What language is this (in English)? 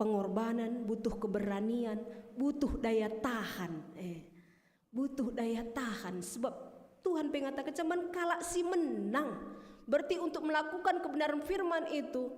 Batak Karo